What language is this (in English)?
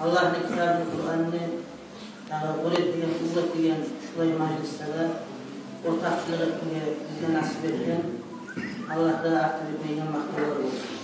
Kumyk